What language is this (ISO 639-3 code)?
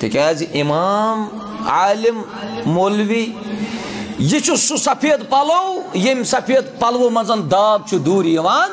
kas